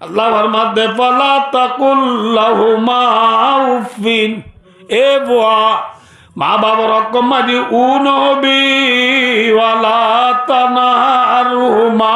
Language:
Rohingya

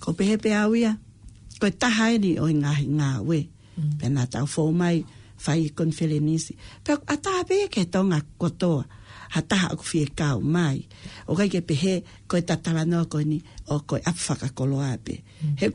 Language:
Tongan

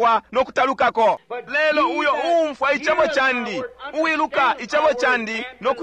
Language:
Bemba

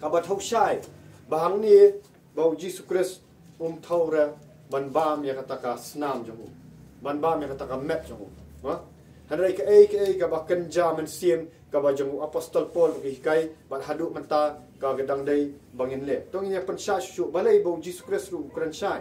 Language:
Khasi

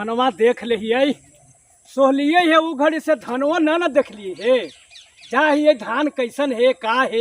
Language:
Magahi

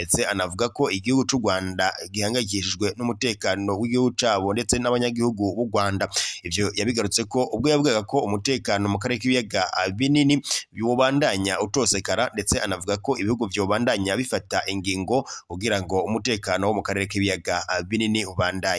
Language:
Rundi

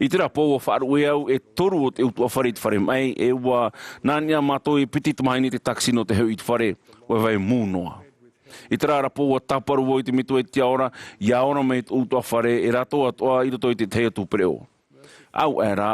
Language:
Tahitian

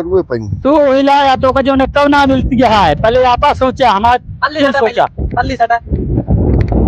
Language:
Awadhi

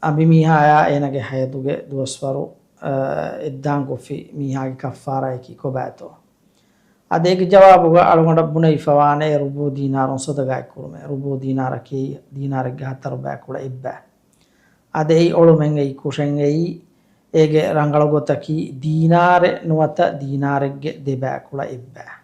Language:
Divehi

